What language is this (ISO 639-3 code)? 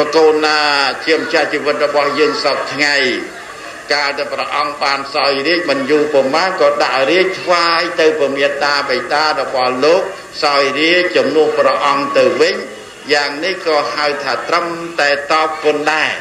khm